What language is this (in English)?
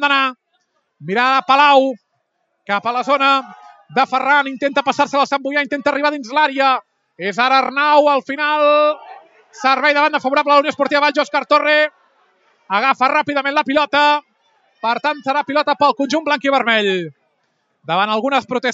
Catalan